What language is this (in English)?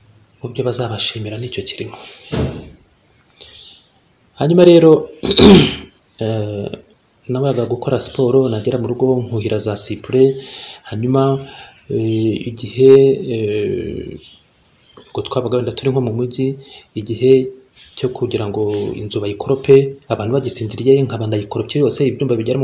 Kinyarwanda